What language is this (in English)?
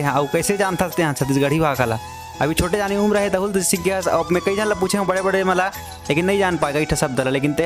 Chhattisgarhi